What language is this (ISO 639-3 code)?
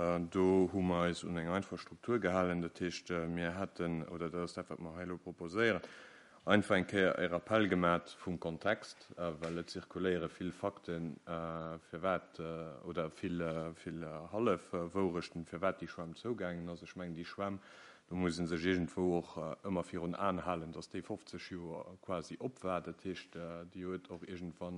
ltz